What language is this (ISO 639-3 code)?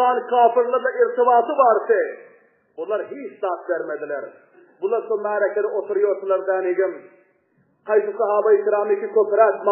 tuk